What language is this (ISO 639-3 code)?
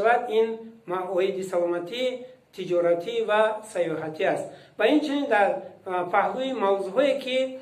tgk